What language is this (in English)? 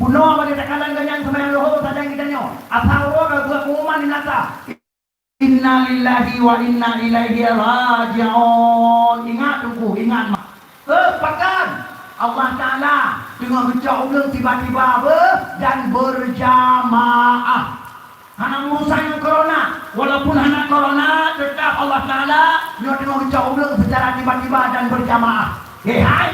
Achinese